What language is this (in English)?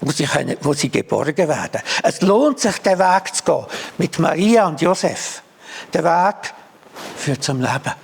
Swiss German